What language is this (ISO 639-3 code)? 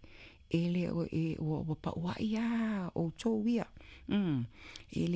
smo